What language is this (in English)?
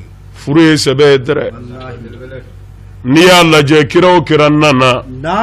Bambara